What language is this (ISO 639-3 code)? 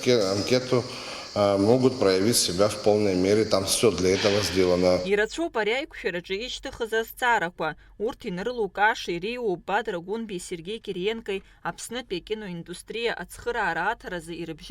abk